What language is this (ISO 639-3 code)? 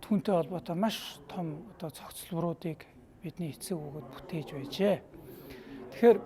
mon